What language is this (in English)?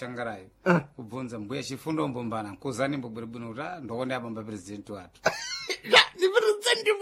Sena